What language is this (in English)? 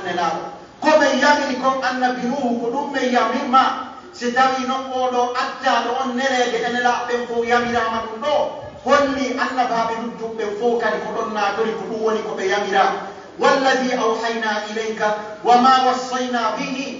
Pular